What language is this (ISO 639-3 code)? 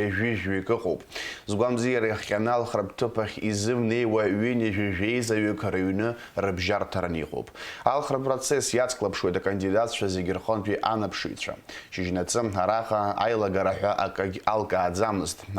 abk